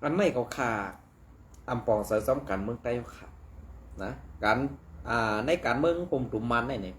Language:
Shan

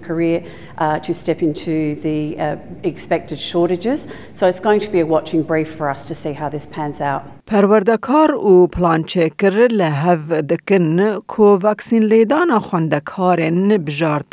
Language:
Kurdish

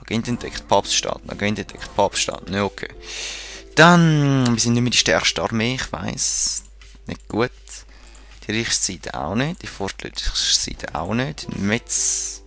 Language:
Swiss German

